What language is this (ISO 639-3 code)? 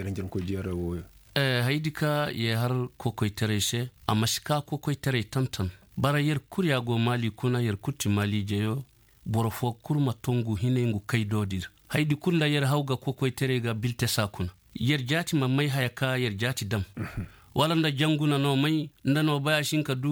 ses